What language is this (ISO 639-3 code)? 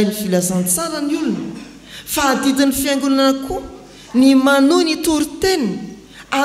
mlg